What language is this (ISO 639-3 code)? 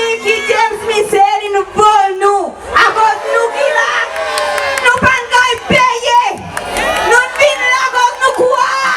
crs